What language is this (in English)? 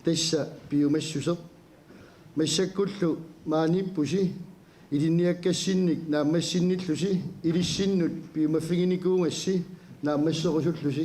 Kalaallisut